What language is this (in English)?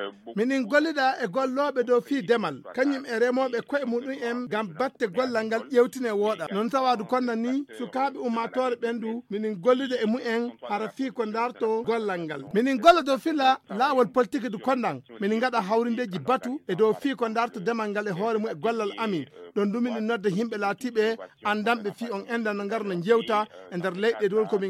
Fula